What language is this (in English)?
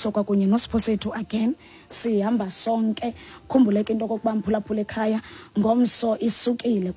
Xhosa